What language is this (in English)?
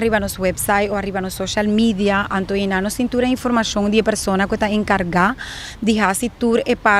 Papiamento